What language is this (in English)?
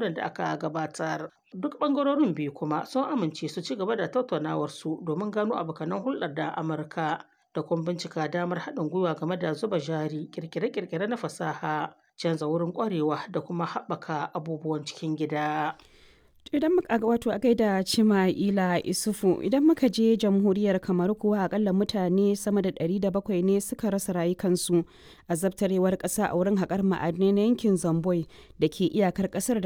Hausa